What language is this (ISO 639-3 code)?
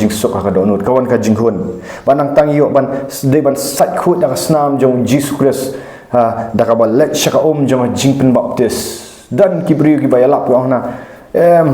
kha